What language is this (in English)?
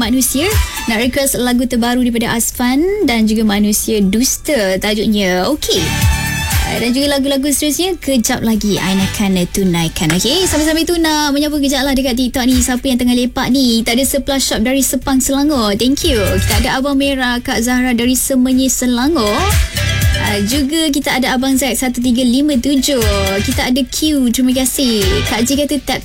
Malay